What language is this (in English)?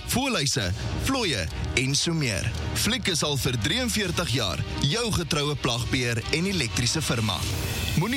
Afrikaans